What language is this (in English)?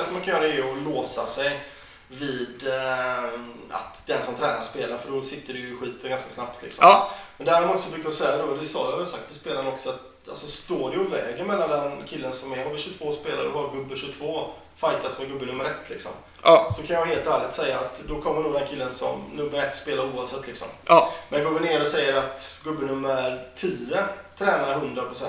Swedish